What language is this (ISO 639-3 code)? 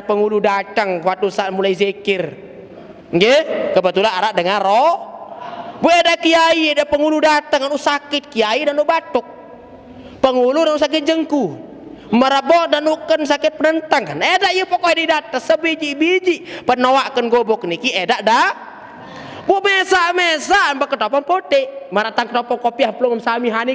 sas